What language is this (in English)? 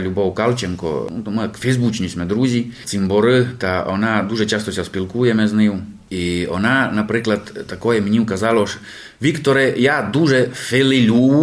Rusyn